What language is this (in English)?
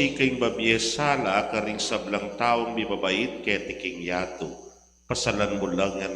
Pampanga